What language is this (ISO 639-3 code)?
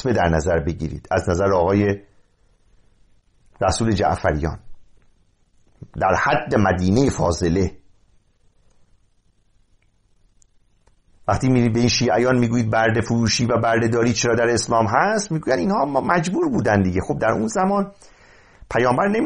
fas